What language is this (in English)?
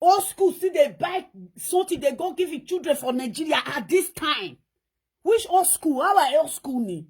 Nigerian Pidgin